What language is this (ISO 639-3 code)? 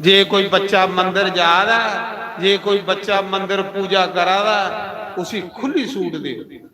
doi